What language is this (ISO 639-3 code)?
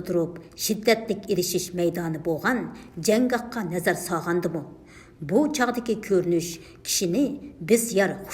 uig